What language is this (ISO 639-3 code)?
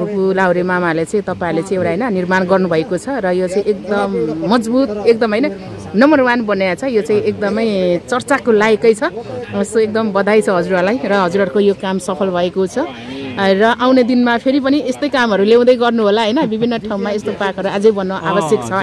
nep